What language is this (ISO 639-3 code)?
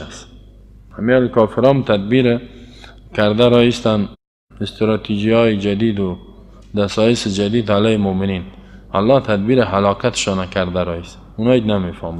fas